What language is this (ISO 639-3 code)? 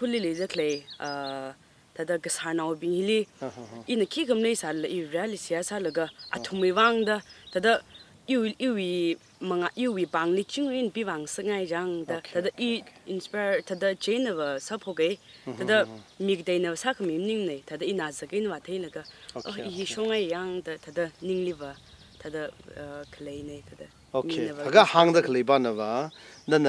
nmf